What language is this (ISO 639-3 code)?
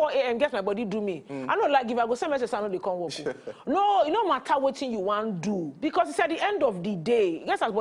pcm